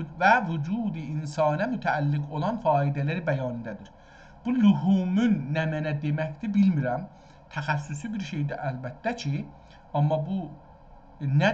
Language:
South Azerbaijani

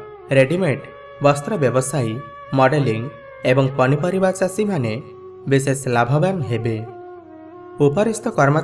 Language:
Odia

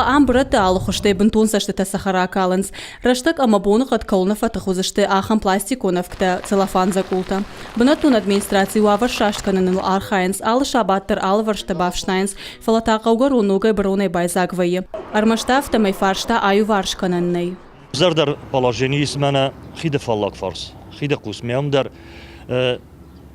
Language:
Ossetic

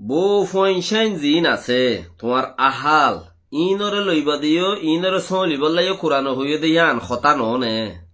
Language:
Rohingya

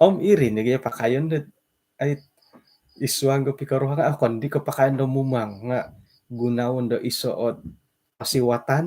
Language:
Central Dusun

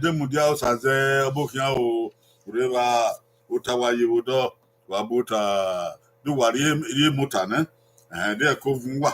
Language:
Bini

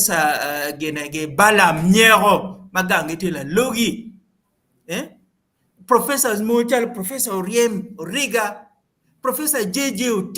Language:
Acoli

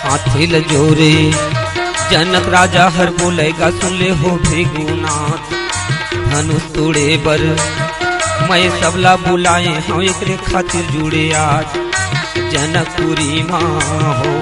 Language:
Chhattisgarhi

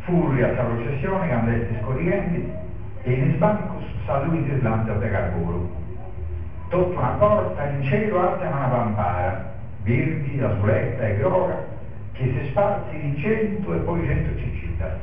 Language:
Sardinian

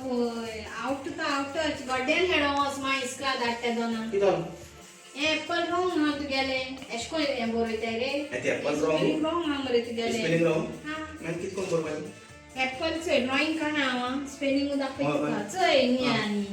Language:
Konkani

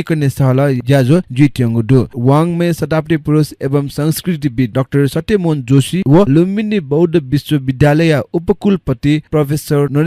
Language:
Newari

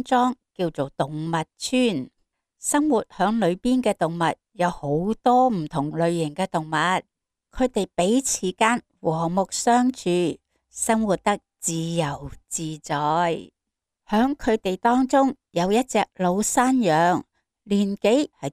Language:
Cantonese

